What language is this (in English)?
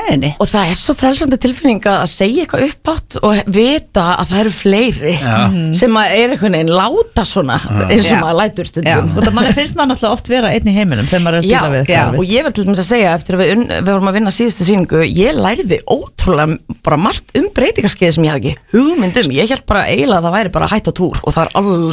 Icelandic